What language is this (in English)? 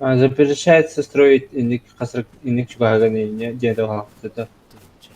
Yakut